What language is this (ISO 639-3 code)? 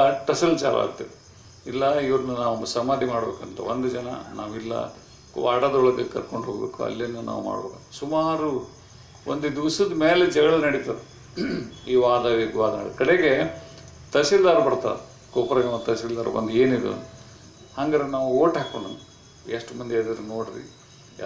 kan